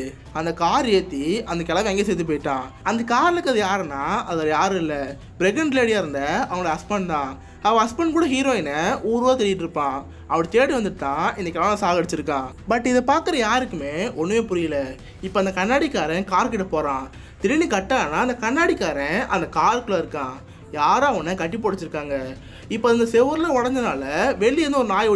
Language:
Tamil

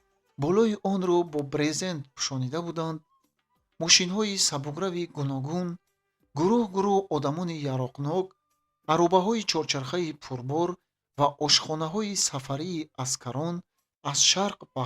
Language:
Tajik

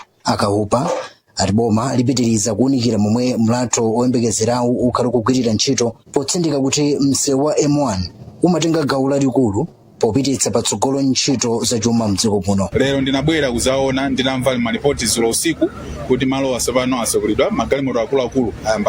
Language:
Nyanja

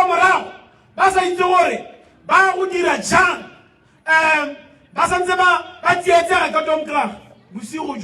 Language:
Tswana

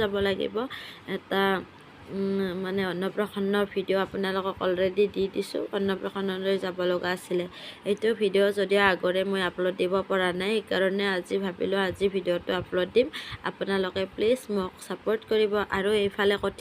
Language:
Assamese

